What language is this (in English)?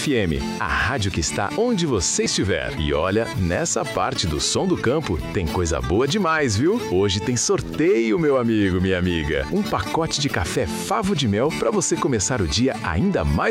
Portuguese